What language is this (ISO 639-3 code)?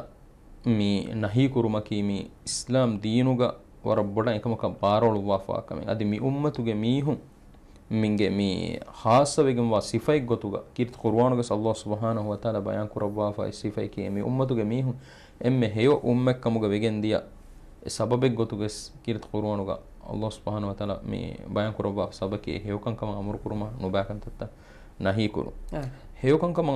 div